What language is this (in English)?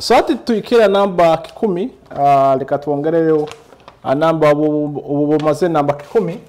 Nyoro